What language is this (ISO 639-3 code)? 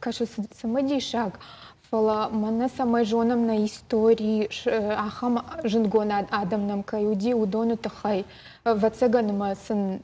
oss